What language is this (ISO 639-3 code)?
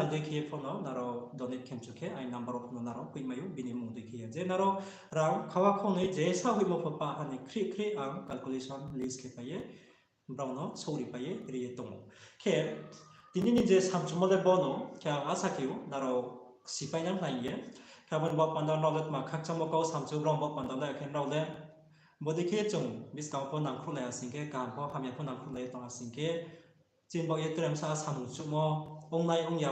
ria